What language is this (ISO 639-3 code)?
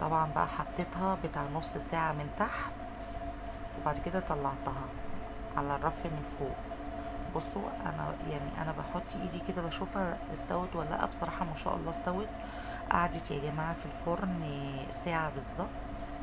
arz